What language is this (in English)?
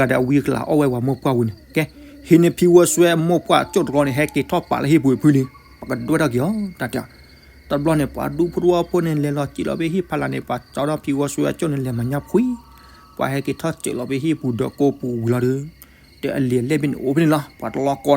S'gaw Karen